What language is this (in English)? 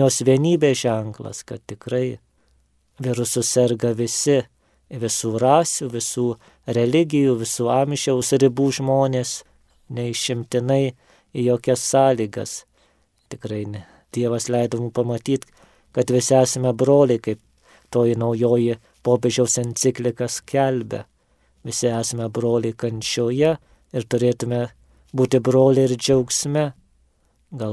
Lithuanian